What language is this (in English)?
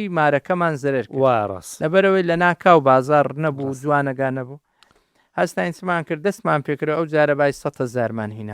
Central Kurdish